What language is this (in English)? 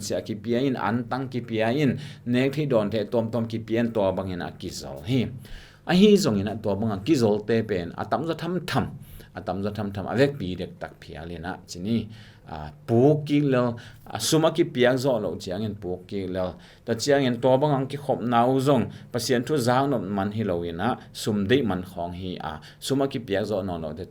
Tedim Chin